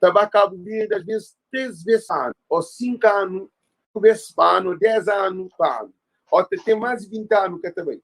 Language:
Kabuverdianu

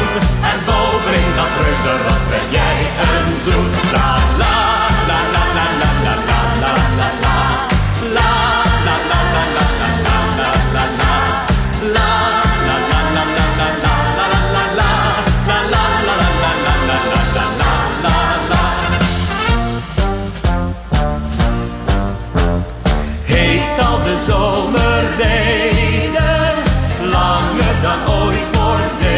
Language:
Dutch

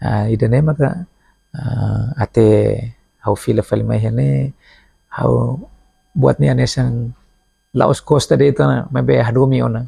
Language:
Tetum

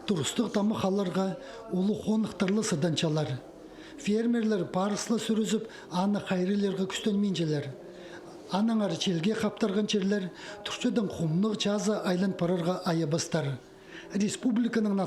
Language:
Khakas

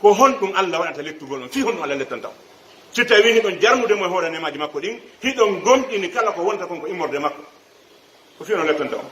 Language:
Pular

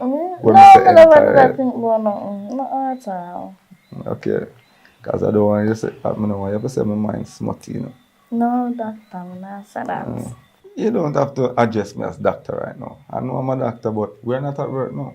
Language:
Jamaican Creole English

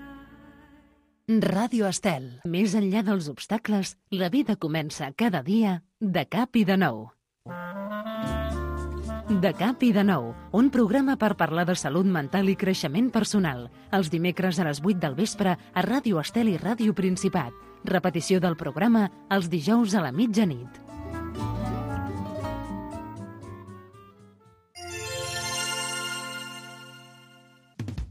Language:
Catalan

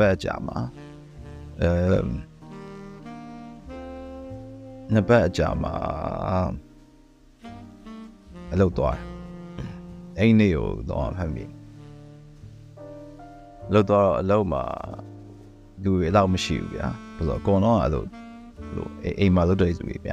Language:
Burmese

